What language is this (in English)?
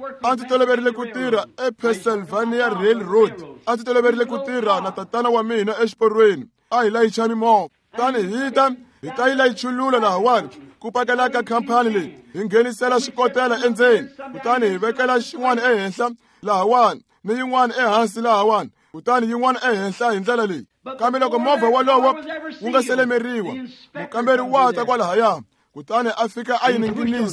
Tsonga